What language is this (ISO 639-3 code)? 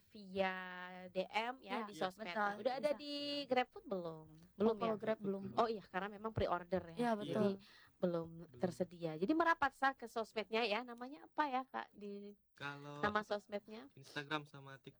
ind